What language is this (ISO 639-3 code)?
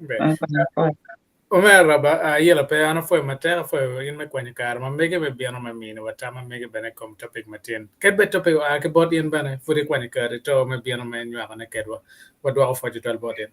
ach